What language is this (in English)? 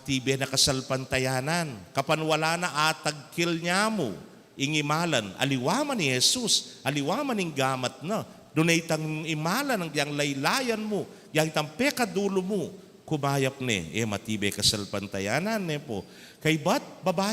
Pampanga